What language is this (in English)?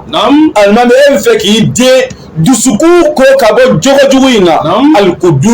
Bambara